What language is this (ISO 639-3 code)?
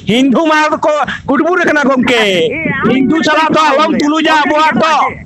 sat